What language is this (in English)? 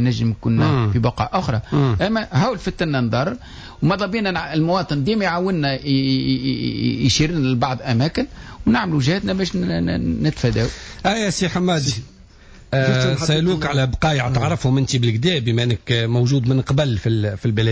Tunisian Arabic